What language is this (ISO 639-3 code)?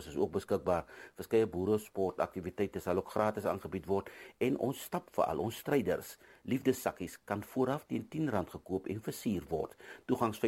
afr